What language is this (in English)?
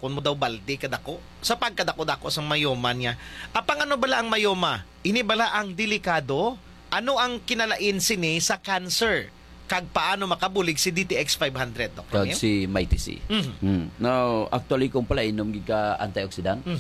Hiligaynon